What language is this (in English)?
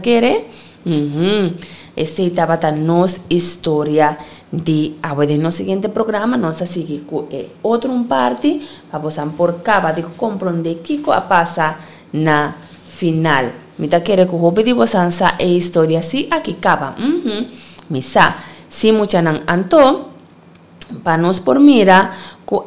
Papiamento